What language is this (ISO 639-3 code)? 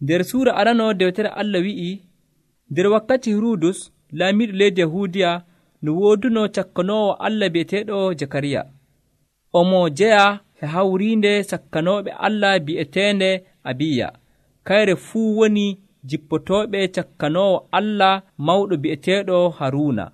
fuv